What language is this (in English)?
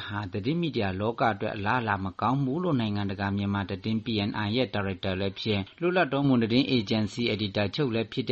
Burmese